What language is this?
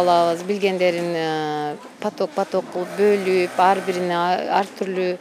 Kyrgyz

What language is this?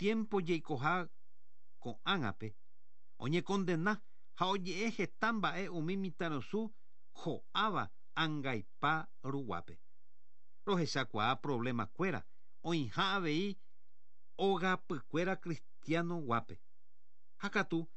Guarani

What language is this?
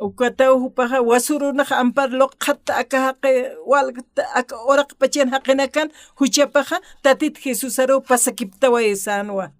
Aymara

